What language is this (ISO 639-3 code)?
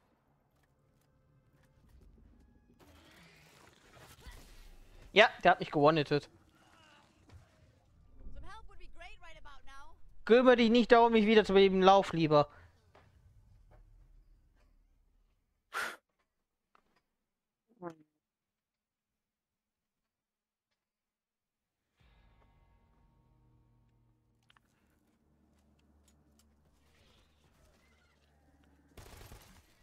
deu